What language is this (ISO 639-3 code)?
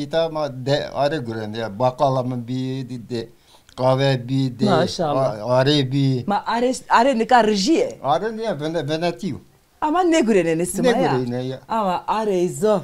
zza